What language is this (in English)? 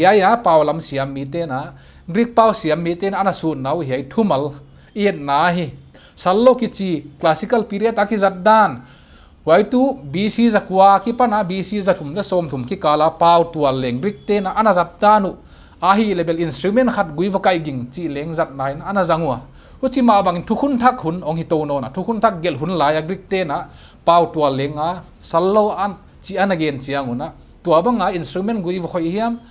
Paite Chin